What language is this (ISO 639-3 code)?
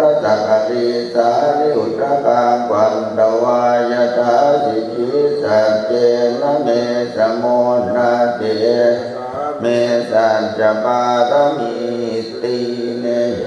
pli